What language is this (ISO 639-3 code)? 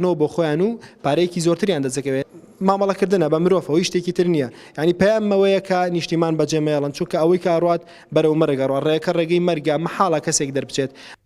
ckb